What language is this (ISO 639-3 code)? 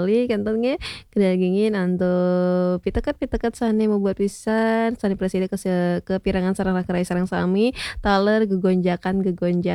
ban